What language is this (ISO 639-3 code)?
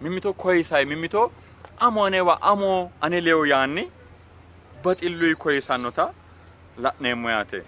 sid